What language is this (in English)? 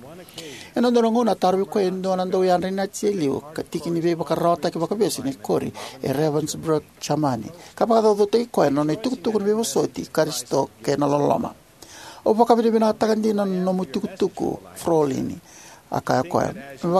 Fijian